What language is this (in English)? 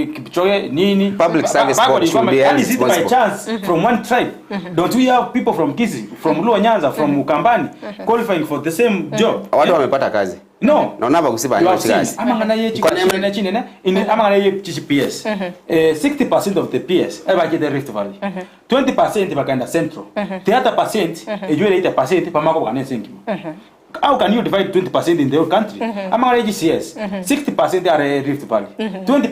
Gusii